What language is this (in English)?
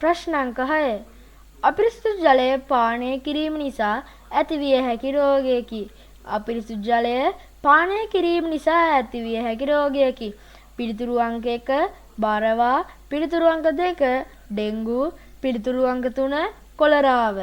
Sinhala